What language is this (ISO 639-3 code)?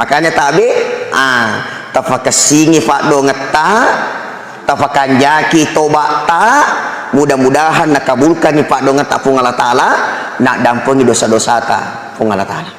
bug